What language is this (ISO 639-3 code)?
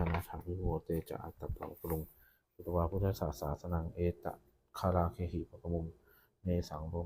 pli